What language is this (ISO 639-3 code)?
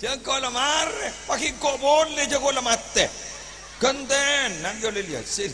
mad